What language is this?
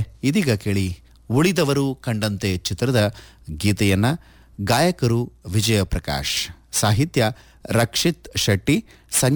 Kannada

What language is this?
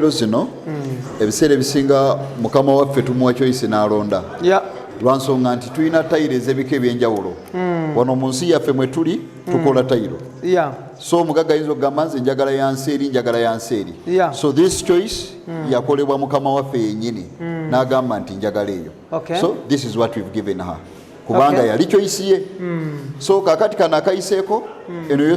Ganda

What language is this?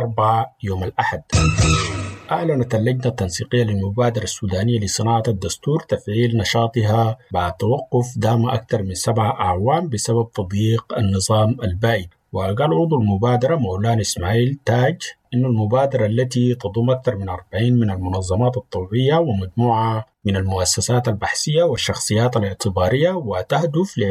Arabic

